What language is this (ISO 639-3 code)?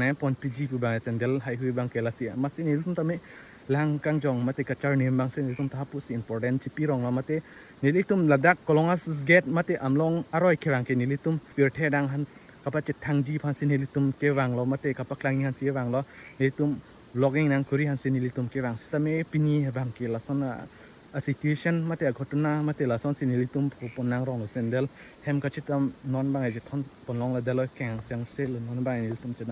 mjw